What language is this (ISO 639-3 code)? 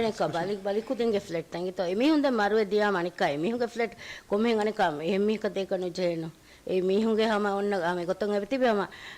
div